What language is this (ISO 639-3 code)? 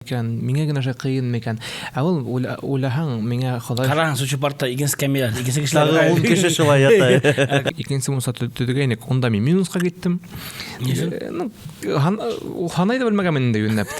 bak